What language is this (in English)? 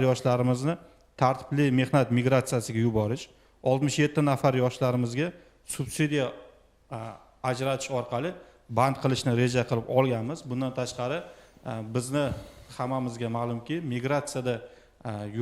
Uzbek